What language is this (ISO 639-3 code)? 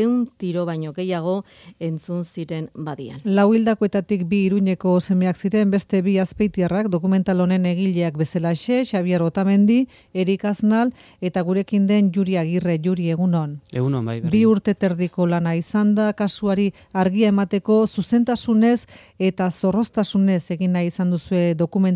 eus